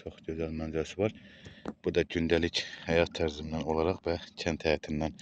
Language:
Azerbaijani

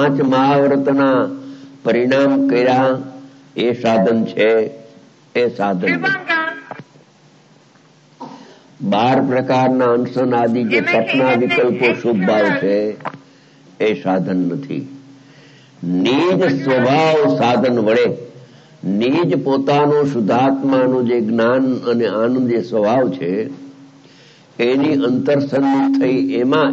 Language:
Gujarati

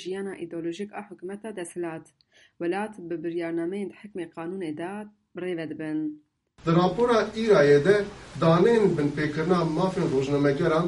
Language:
Kurdish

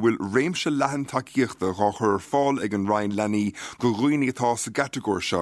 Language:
Irish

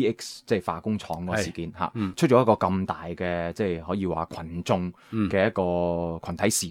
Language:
Cantonese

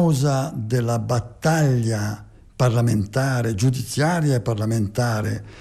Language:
Italian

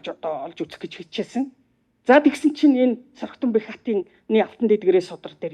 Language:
Mongolian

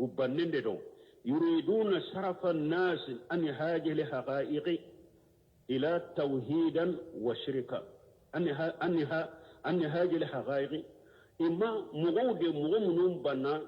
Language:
Bambara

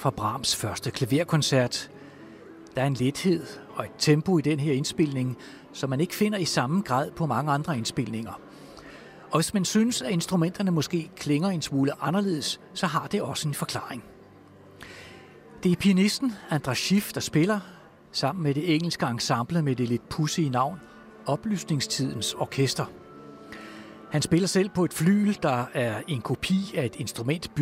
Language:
Danish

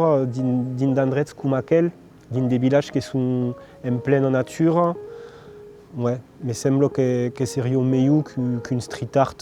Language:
Occitan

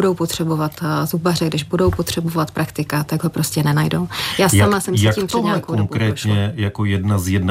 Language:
Czech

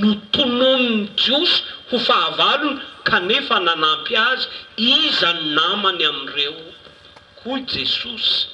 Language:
Malagasy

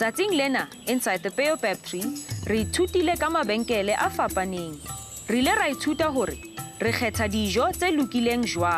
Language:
Southern Sotho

